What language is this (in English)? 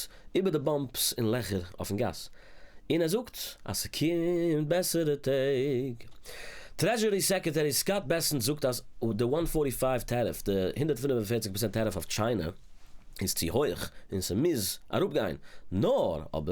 Yiddish